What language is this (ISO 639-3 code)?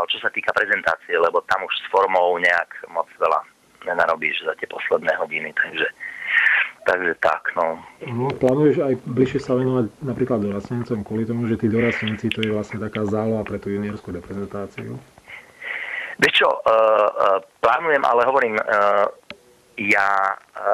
slk